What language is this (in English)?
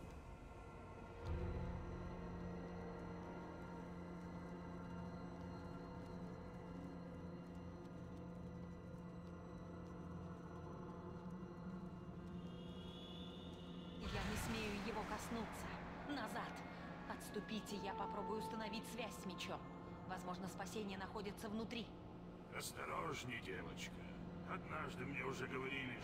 Russian